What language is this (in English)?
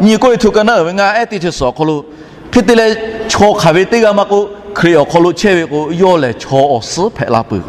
Lahu